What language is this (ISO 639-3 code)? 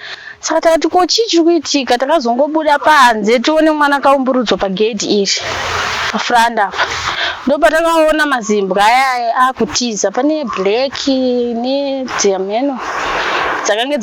sna